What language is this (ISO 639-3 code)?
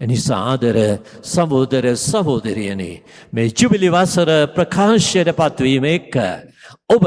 sin